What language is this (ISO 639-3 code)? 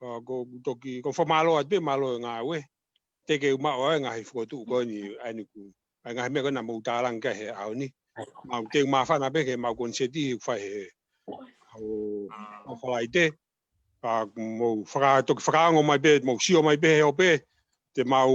ton